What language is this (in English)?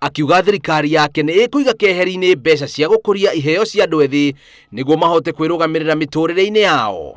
Kikuyu